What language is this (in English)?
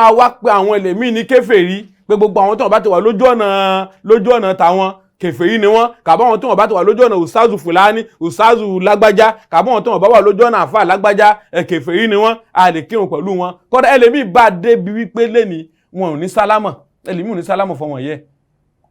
Yoruba